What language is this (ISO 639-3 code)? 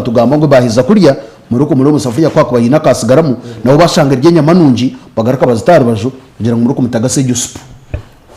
nyn